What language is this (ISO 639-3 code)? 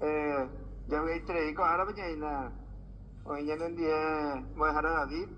grn